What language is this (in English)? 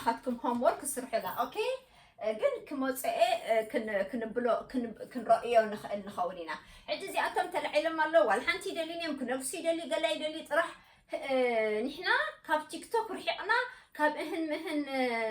Tigrinya